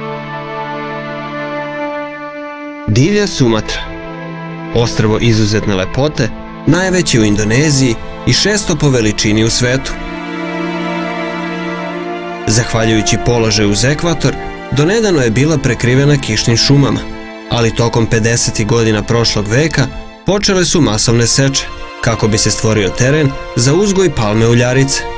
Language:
Serbian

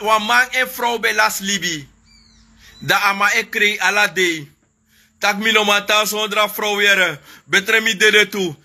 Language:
Sranan Tongo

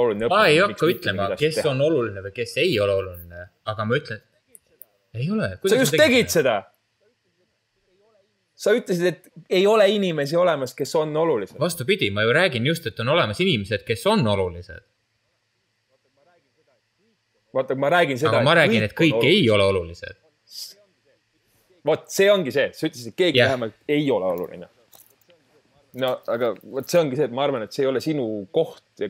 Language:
Estonian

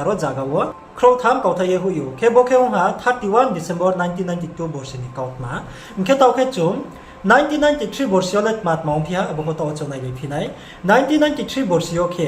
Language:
Riang (India)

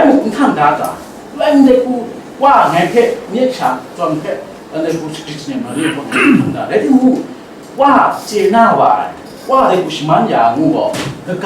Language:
Kachin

